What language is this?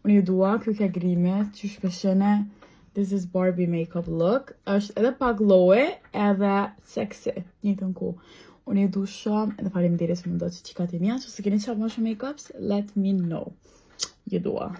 Albanian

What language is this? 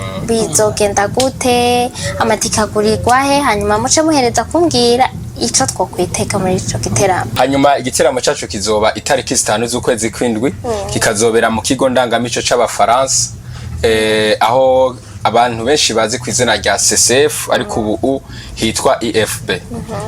Rundi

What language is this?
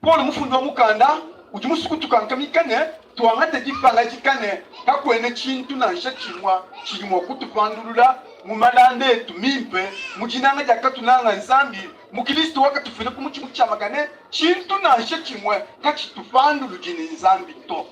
Luba-Lulua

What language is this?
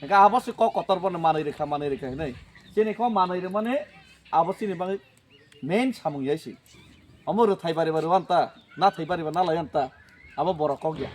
Kok Borok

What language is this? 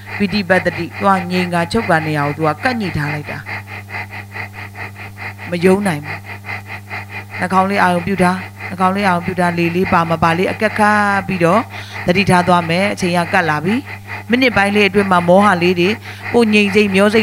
Burmese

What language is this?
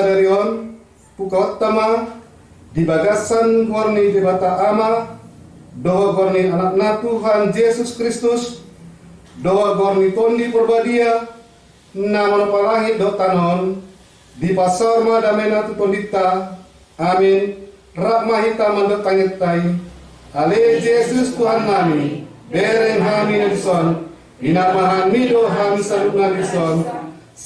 Batak Toba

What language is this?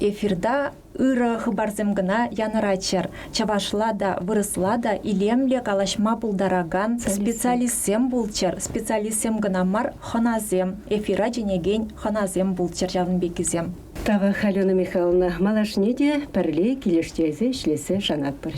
Chuvash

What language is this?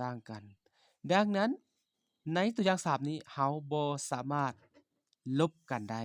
Lao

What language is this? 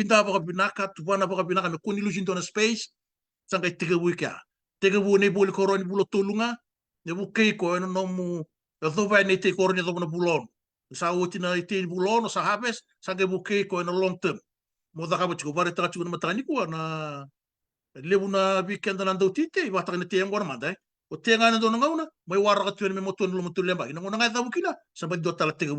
Fijian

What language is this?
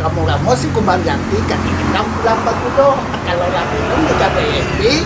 Minangkabau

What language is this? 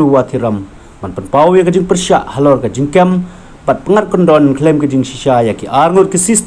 Khasi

